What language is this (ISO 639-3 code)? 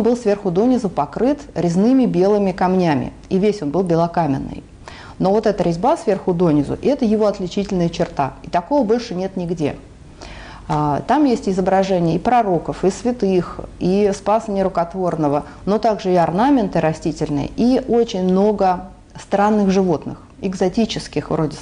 rus